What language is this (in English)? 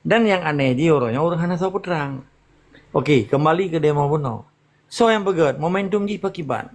Achinese